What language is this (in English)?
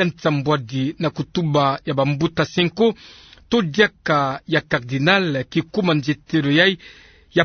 Kituba (Democratic Republic of Congo)